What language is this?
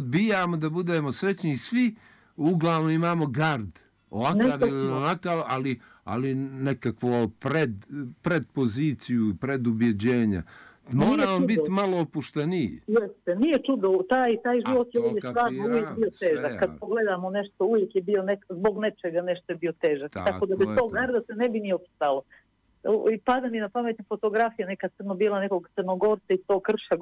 Bosnian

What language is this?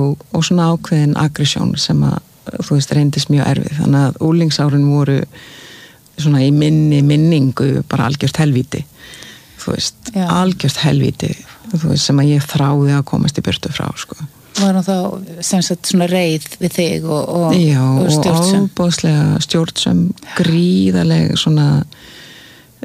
Icelandic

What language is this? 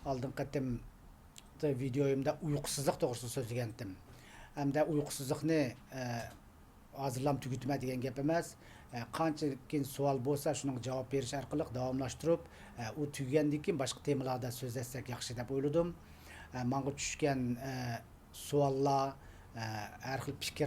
Uyghur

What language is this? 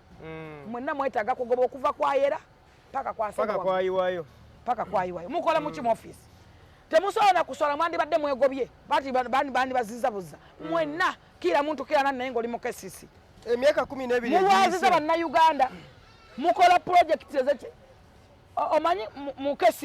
Ganda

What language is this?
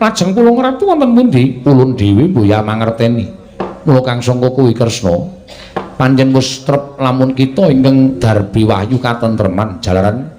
Javanese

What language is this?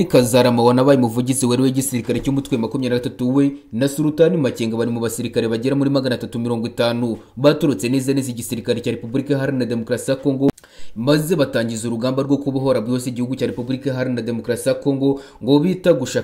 Kinyarwanda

